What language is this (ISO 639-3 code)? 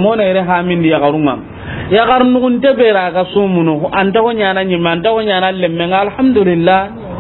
snk